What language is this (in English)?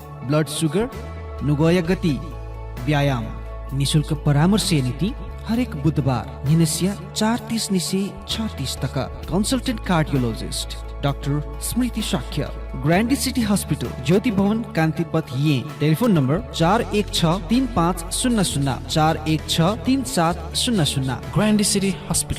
Newari